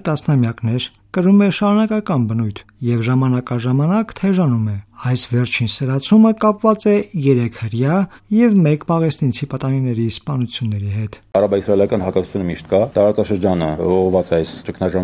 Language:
Armenian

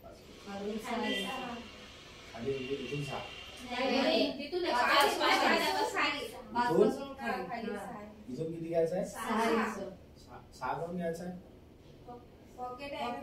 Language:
Marathi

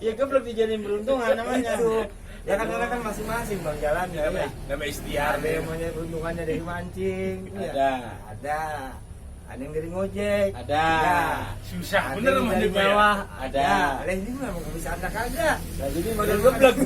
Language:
Betawi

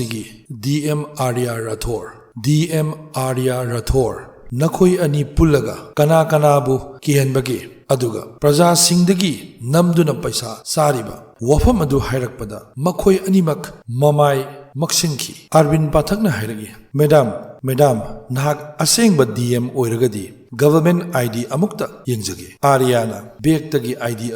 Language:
Manipuri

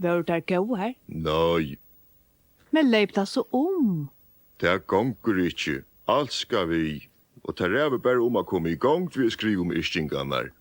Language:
Faroese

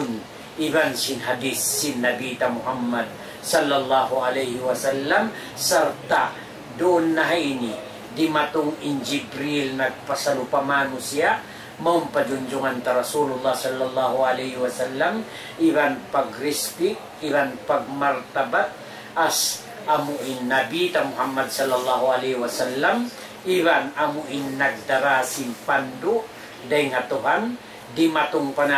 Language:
Tausug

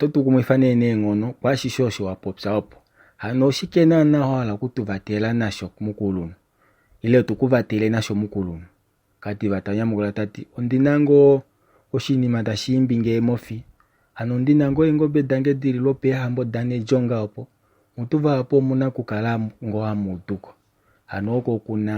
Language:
Kuanyama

